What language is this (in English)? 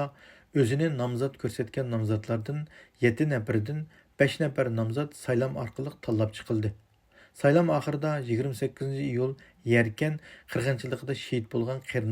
Uyghur